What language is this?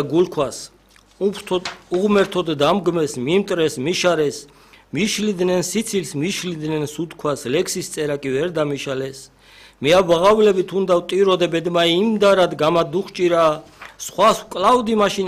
Georgian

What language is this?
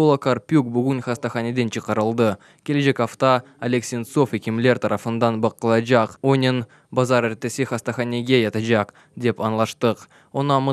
Crimean Tatar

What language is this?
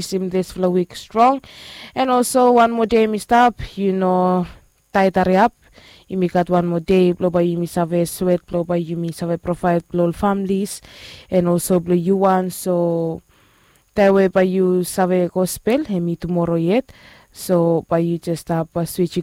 Bislama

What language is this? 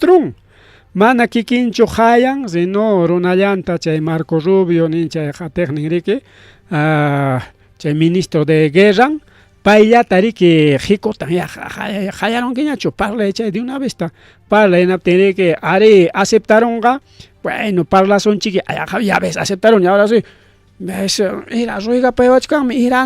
Ayacucho Quechua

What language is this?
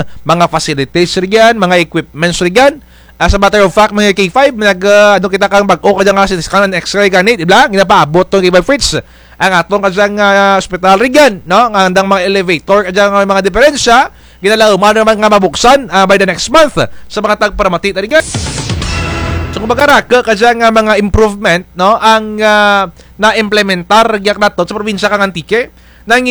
Kinaray-a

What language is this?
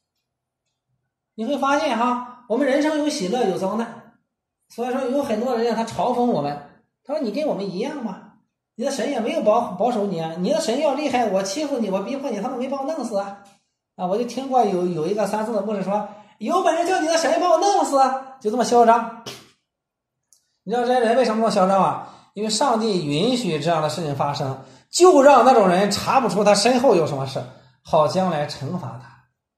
Chinese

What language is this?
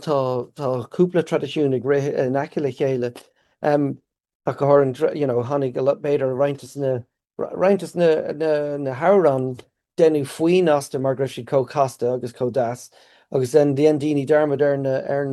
Irish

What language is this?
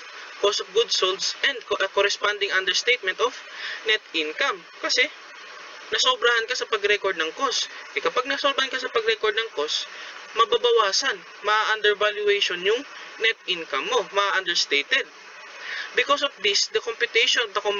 Filipino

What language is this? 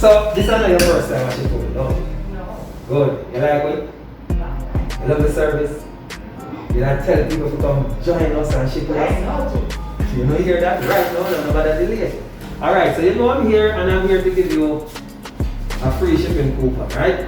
Jamaican Creole English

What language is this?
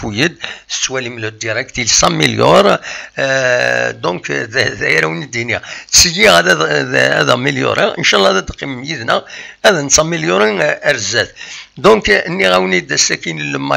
Kabyle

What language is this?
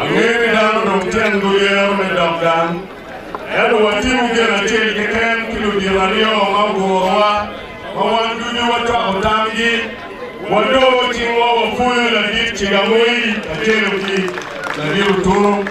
Acoli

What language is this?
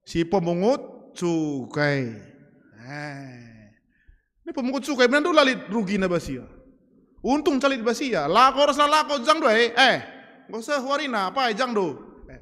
Batak Karo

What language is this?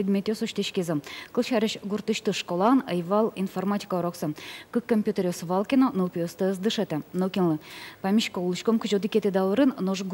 Udmurt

